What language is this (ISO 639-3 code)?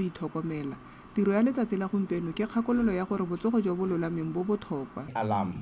tsn